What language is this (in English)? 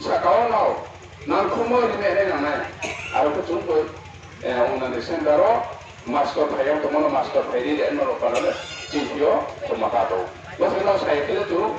Riang (India)